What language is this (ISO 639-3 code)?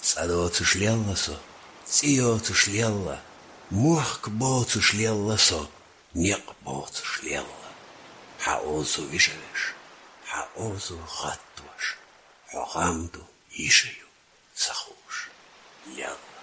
che